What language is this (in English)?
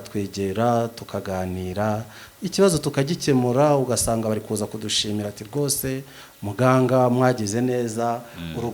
Kinyarwanda